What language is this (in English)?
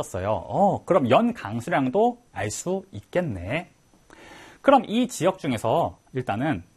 Korean